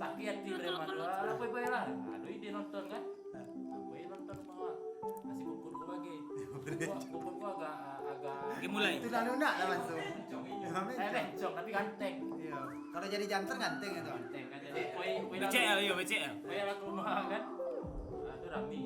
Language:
Minangkabau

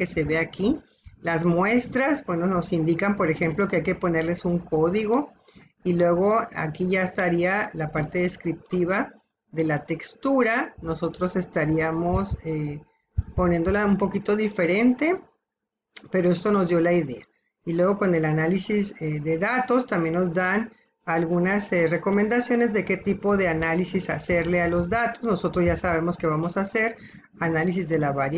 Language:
Spanish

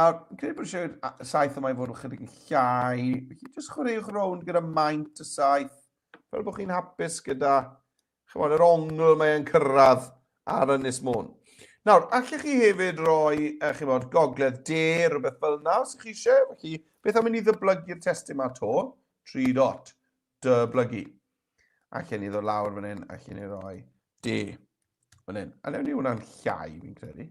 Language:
Welsh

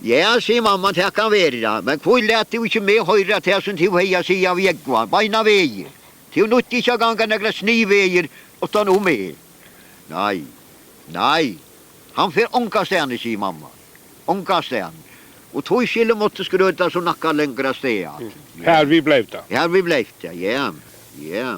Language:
Faroese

